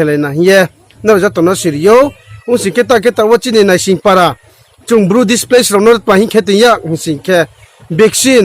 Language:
Riang (India)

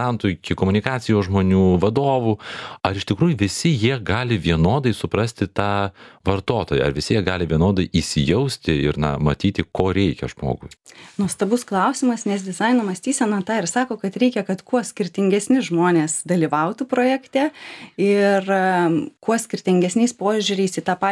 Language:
Lithuanian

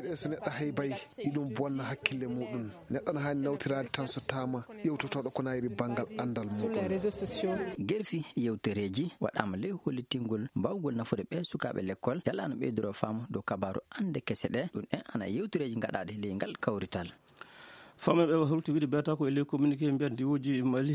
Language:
Fula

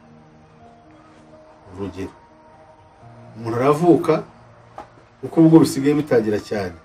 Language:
Kinyarwanda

